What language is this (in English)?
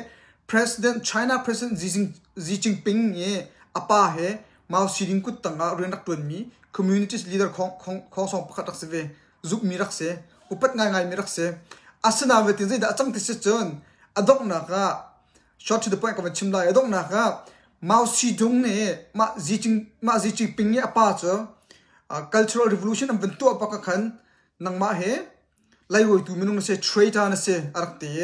Hakha Chin